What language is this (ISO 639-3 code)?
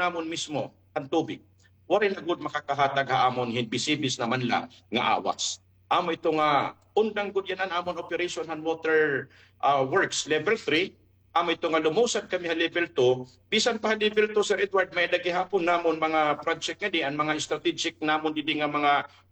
war